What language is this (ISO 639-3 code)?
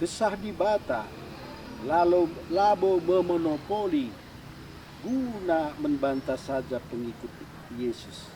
btx